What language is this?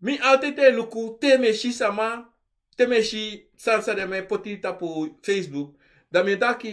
Sranan Tongo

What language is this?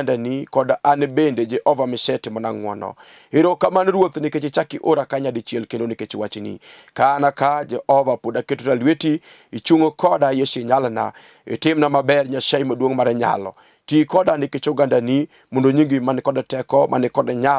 Luo (Kenya and Tanzania)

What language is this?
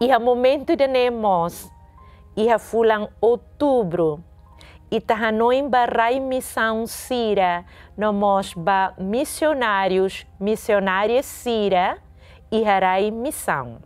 Tetum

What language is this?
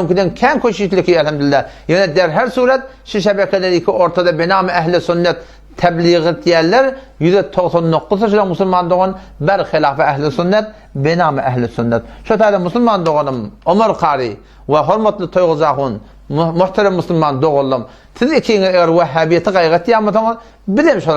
Turkmen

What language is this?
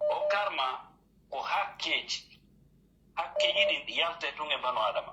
Pular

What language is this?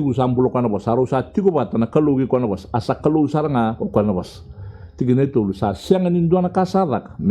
Fijian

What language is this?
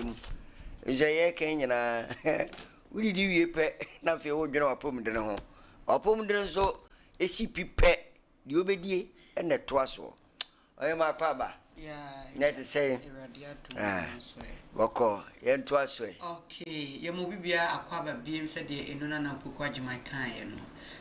Akan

